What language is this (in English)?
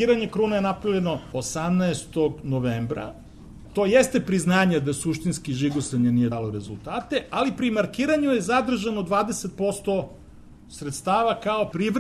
Serbian